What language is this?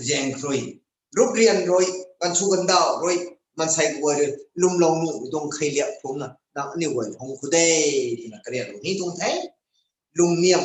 Rongmei Naga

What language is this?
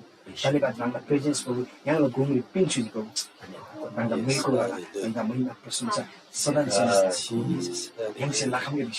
Eastern Tamang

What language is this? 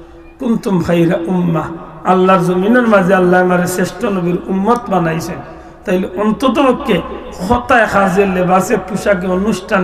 Sylheti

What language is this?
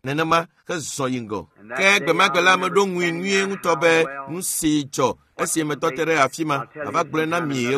Ewe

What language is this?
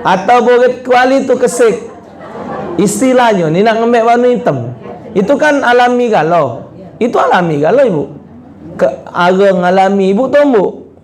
Musi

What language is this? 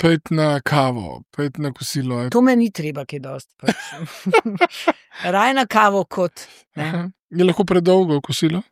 Slovenian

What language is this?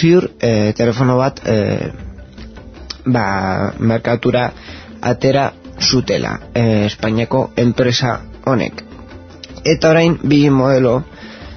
Basque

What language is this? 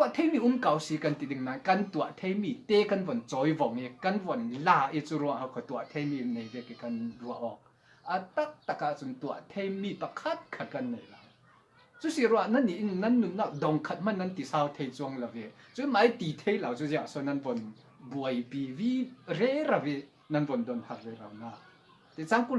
Falam Chin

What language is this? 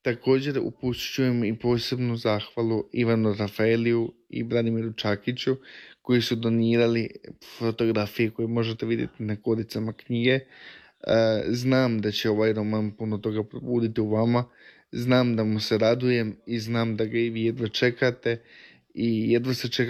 Croatian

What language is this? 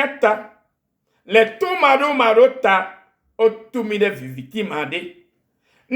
Ewe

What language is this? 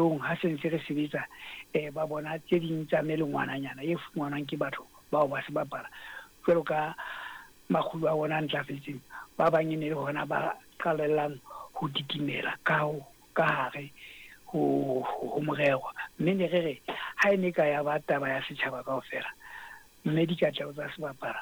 Southern Sotho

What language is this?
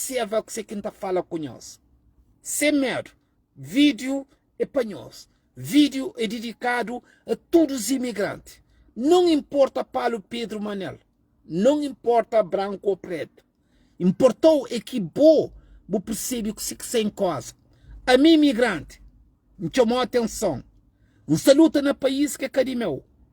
Kabuverdianu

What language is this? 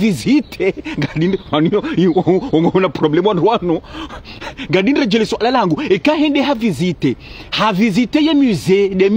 Ngazidja Comorian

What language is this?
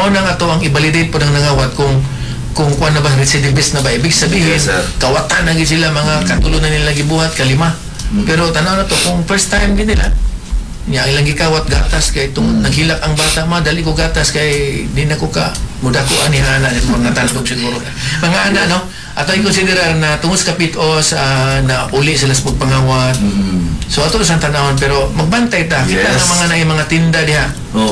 Cebuano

